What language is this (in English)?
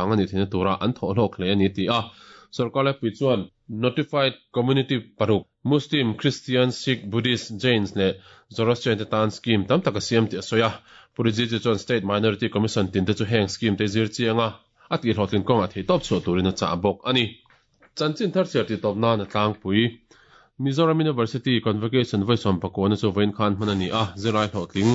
Mizo